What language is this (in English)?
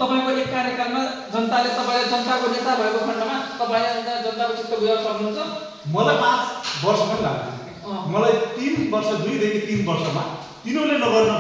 Nepali